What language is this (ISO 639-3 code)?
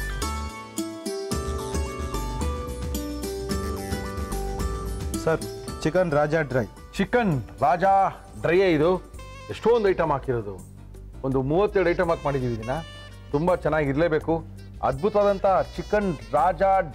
kan